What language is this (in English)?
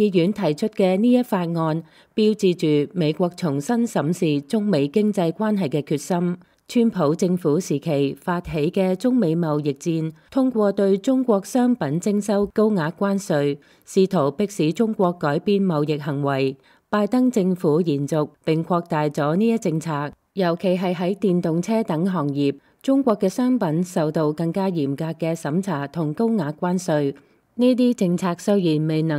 Cantonese